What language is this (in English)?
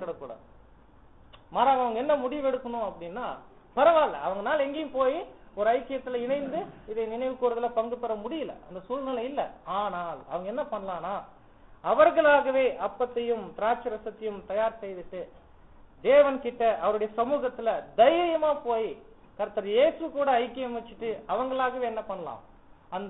Tamil